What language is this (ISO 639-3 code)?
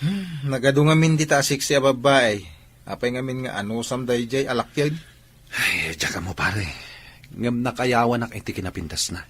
ilo